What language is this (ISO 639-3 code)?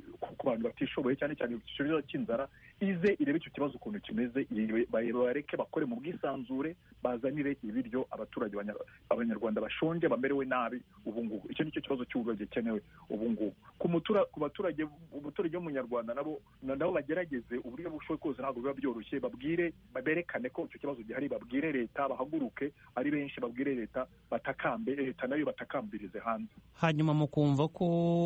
kin